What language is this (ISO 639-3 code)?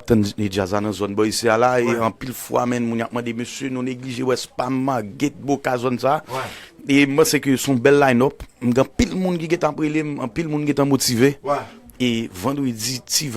hat